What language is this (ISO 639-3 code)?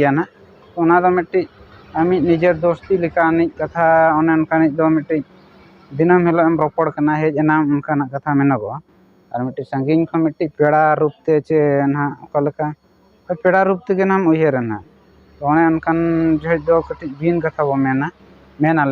sat